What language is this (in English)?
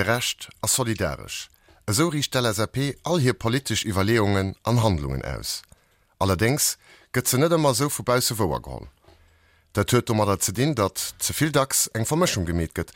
Luxembourgish